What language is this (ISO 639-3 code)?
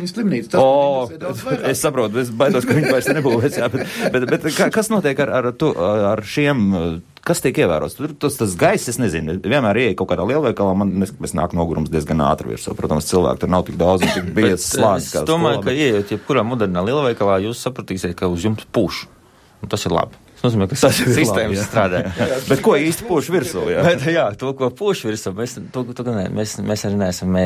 lav